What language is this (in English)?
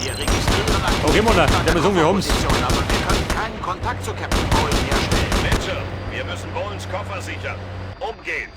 Bavarian